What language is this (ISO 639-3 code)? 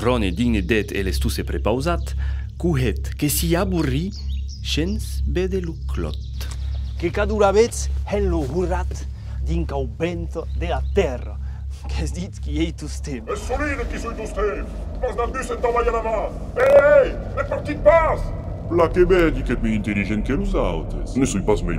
oci